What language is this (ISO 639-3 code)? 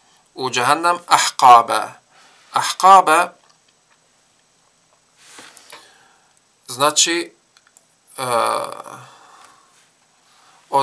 bos